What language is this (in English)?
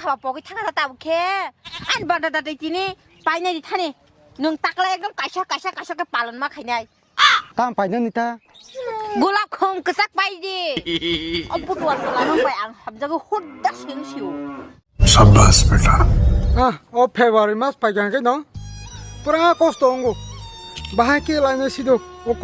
Kok Borok